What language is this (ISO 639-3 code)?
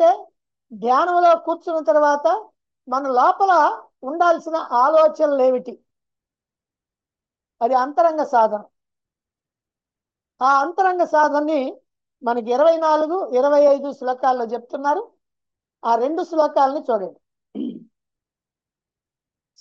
tel